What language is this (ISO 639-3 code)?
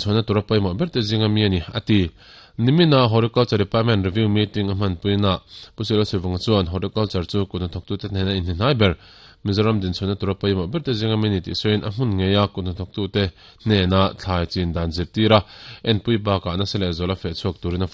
lus